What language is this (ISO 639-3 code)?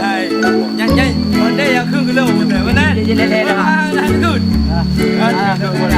ace